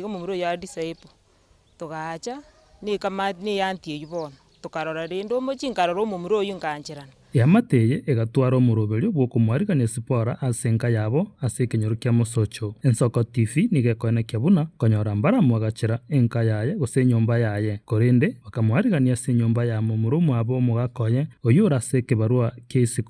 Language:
Gusii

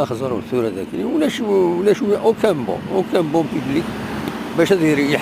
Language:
Kabyle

